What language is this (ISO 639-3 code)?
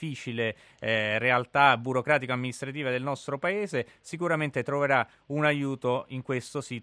ita